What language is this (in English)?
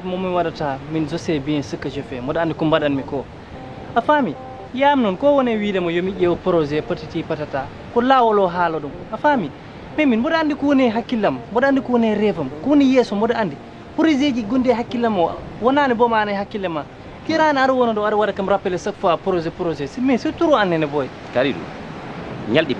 Fula